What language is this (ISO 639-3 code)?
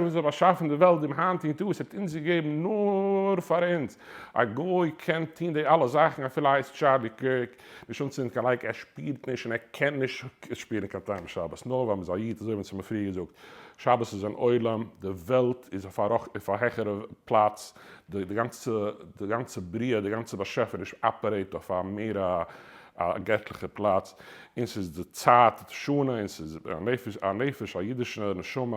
yid